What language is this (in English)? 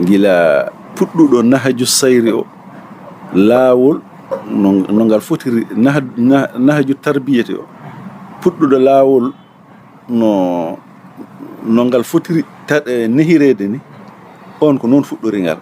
Fula